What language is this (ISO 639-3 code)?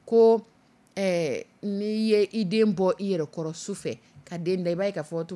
dyu